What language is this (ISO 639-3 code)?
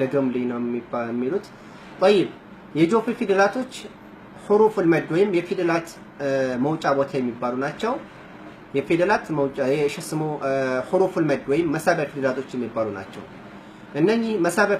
amh